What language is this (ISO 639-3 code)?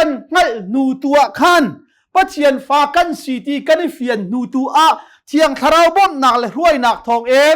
cnh